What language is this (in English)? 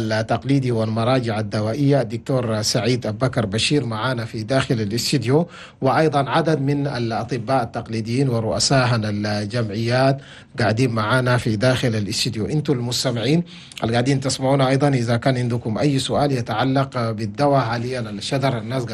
Chadian Arabic